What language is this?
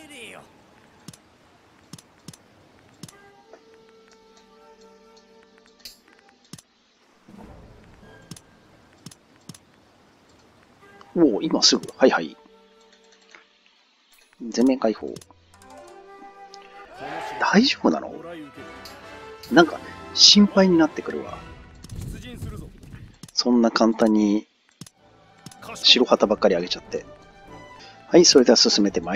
Japanese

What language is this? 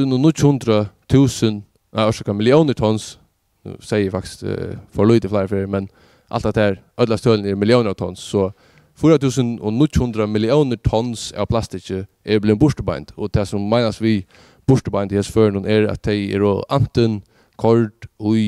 Faroese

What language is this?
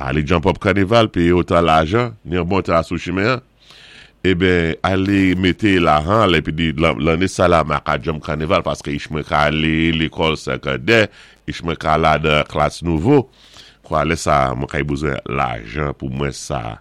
Saint Lucian Creole French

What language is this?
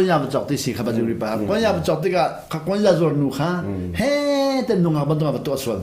Hakha Chin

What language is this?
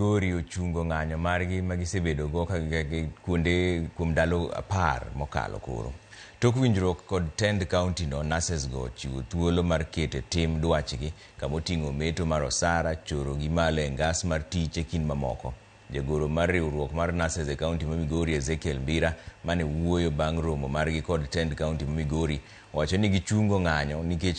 Luo (Kenya and Tanzania)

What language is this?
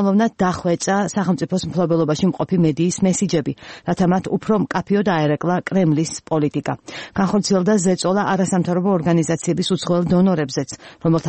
Georgian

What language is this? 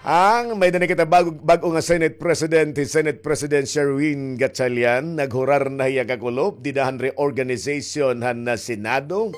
Waray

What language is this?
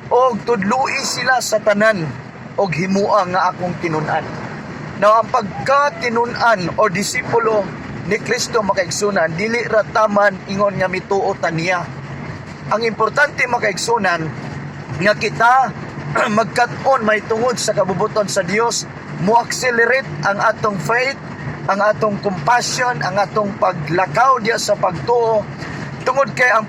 Cebuano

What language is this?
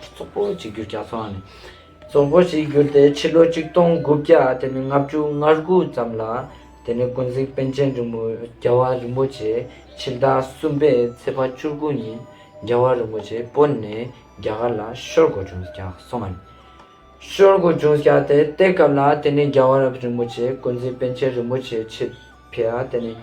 Ladakhi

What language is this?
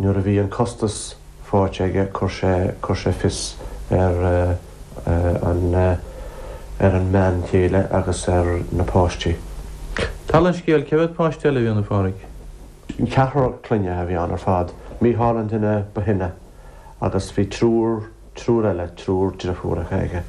Irish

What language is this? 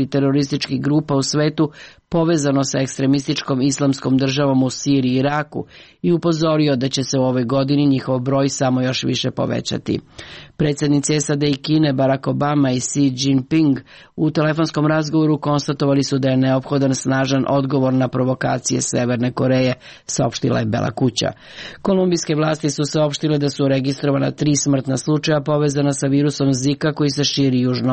Serbian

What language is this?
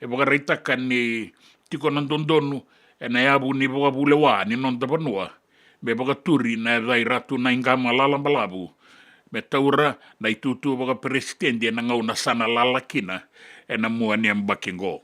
Fijian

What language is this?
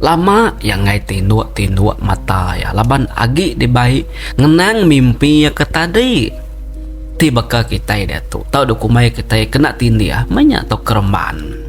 Iban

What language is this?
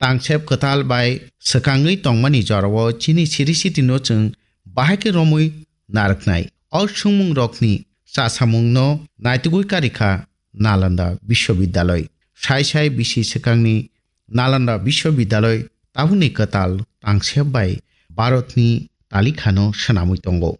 Kok Borok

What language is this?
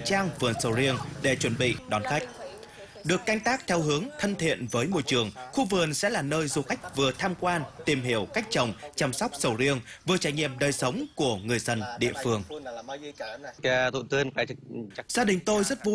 Vietnamese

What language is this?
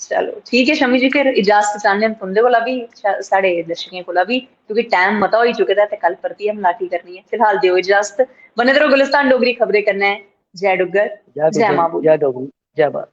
Dogri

